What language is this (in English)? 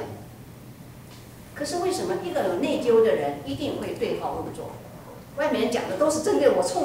Chinese